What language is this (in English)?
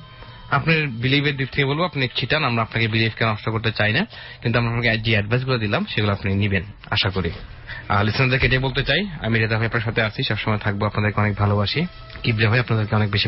Bangla